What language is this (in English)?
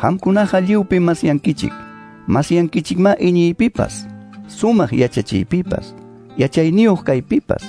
Quechua